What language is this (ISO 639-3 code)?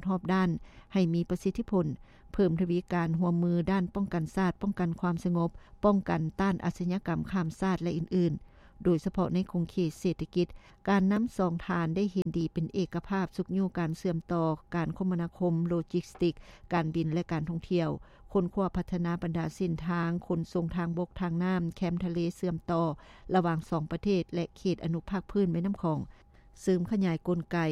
lao